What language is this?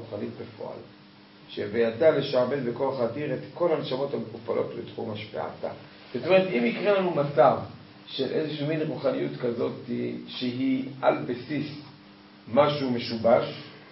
Hebrew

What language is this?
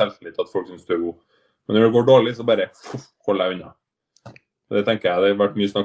Norwegian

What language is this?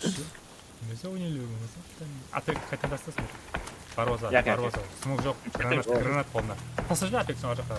Kara-Kalpak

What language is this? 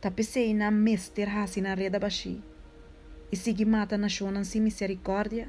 Papiamento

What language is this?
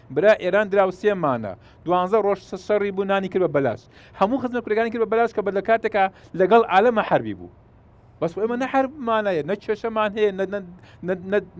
Central Kurdish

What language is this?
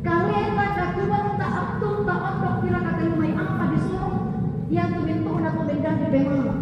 Toraja-Sa'dan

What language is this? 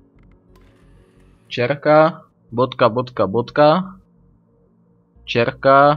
Slovak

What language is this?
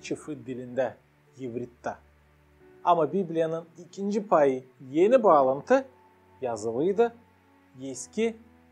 Gagauz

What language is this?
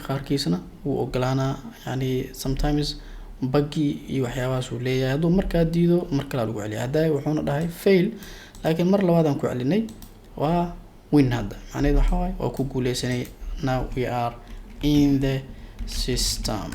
Somali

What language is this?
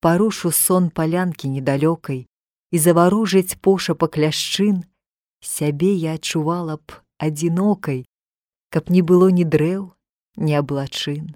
Belarusian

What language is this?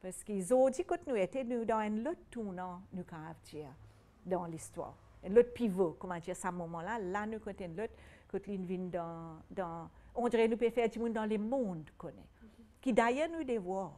Morisyen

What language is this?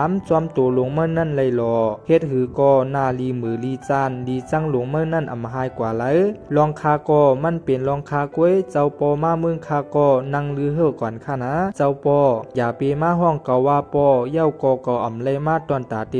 Shan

